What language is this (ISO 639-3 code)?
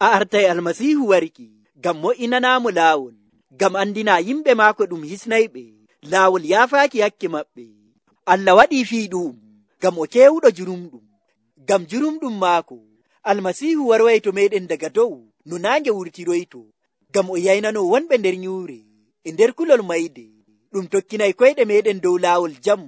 fuv